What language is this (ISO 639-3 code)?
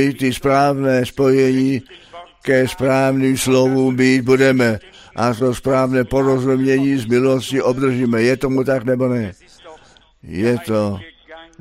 ces